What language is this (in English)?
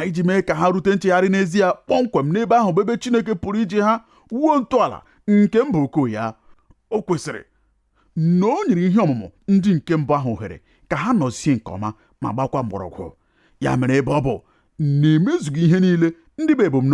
Igbo